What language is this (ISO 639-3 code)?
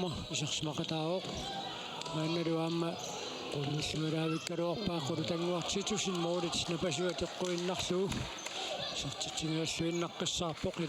kal